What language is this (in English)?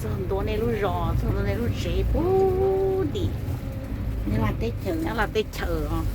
Hmong